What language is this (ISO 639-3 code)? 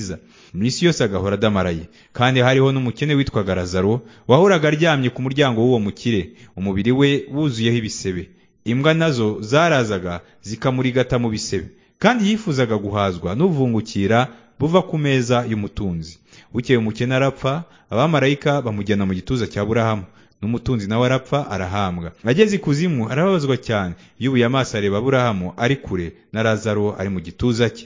kin